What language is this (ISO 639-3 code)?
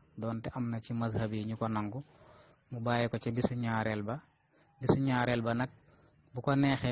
wol